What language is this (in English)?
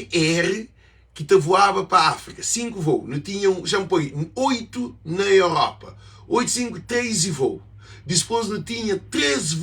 Kabuverdianu